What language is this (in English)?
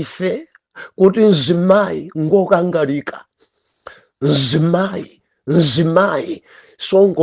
Nyanja